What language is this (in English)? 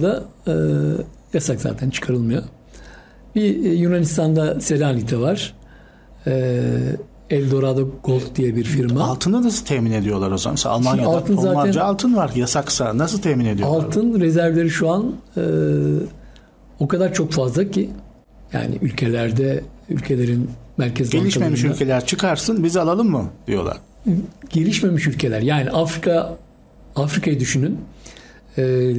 Turkish